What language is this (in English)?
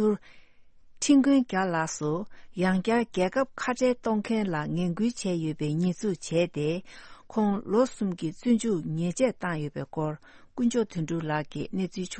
Tibetan